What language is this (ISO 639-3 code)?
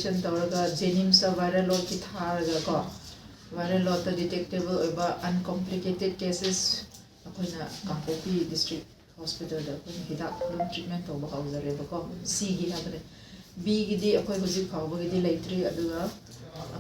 mni